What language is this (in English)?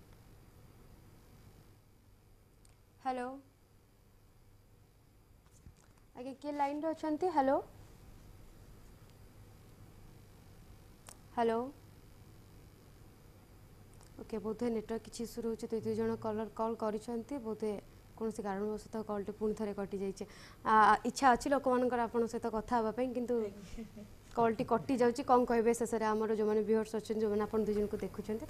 Odia